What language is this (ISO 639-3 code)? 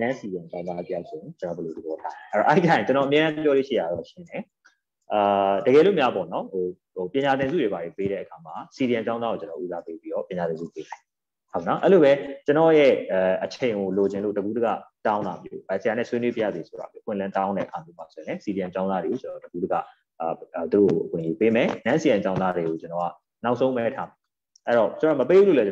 mya